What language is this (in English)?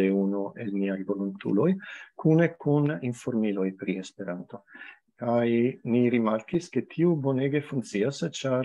Esperanto